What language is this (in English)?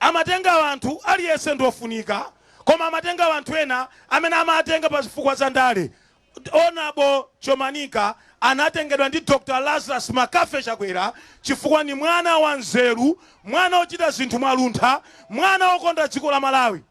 Nyanja